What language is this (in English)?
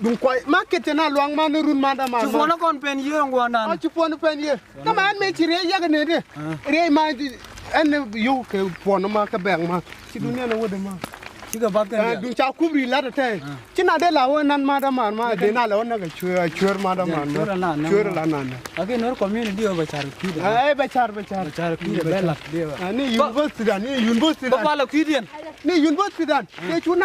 Nuer